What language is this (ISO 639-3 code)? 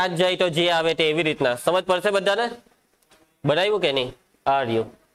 guj